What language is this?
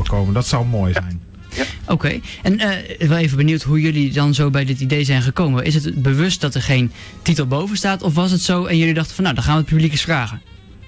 Dutch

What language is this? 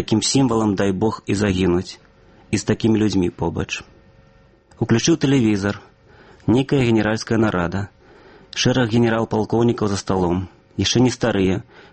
Belarusian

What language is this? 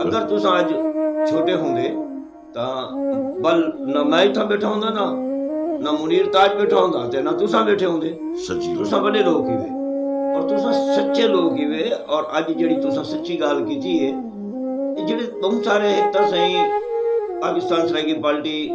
Saraiki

